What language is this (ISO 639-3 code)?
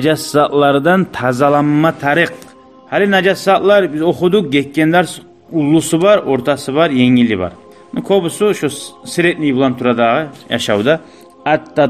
kum